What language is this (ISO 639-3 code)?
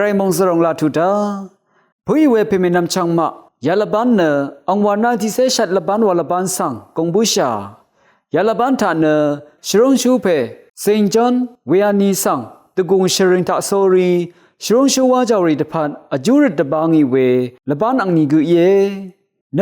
raw